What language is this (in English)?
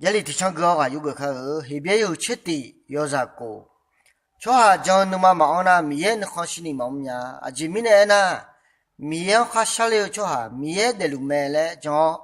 Akha